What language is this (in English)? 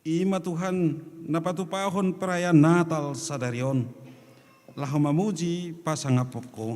Batak Toba